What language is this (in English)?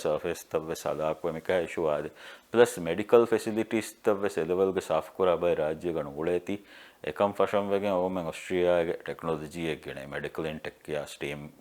Divehi